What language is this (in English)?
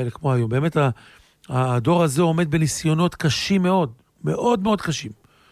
Hebrew